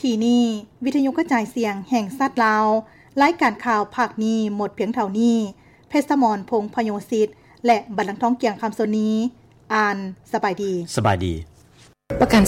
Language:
Lao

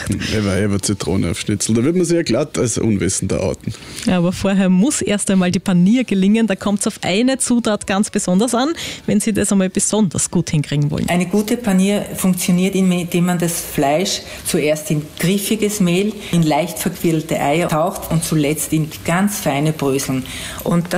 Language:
German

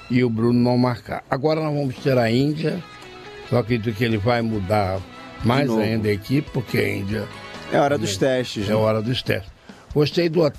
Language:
Portuguese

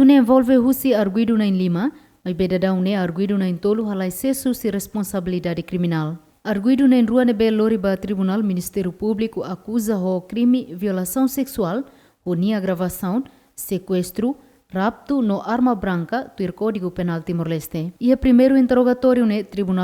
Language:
Tetum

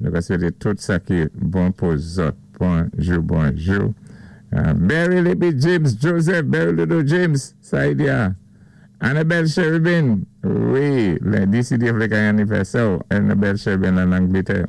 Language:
Saint Lucian Creole French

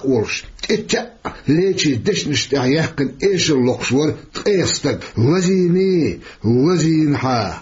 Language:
Chechen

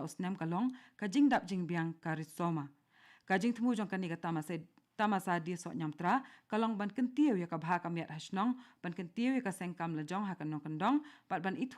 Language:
Khasi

